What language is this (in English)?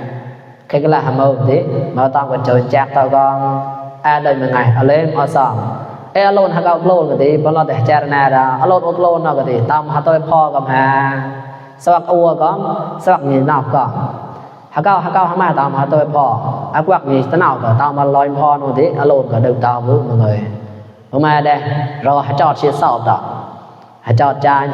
Mon